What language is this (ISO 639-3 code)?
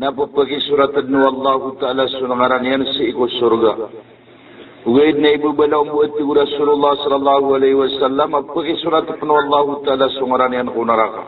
mrw